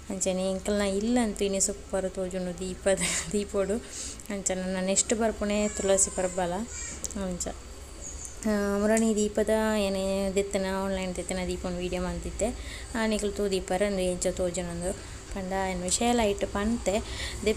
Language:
Tulu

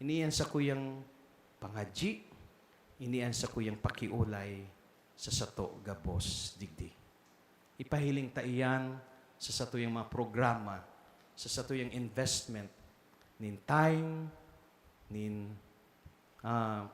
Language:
Bikol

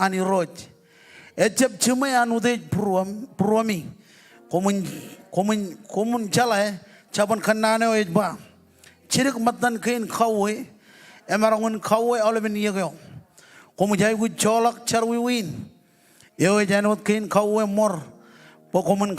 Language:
Marshallese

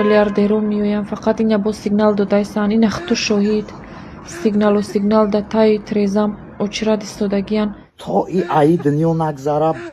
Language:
Tajik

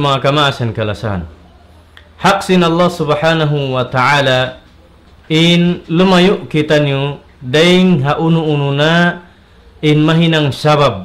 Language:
Tausug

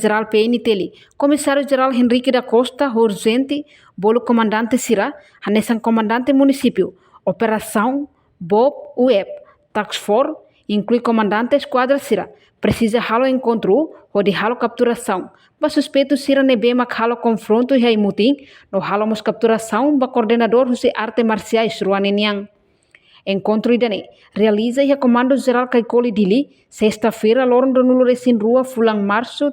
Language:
Tetum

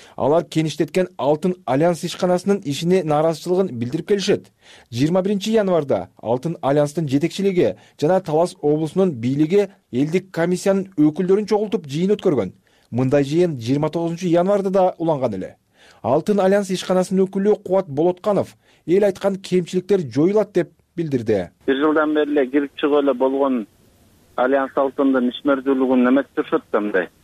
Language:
Kyrgyz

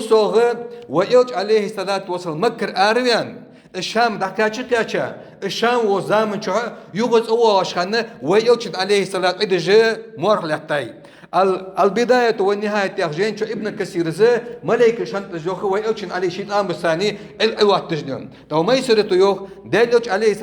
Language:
Ingush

